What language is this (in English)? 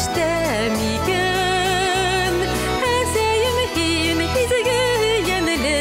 Bashkir